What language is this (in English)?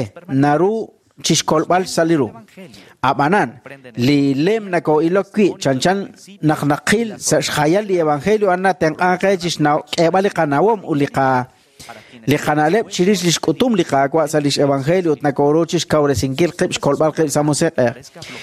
Kekchí